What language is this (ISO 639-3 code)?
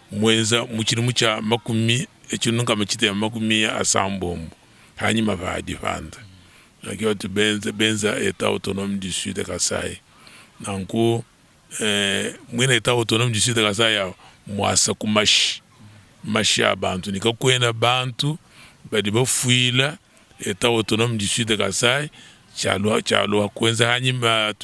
lua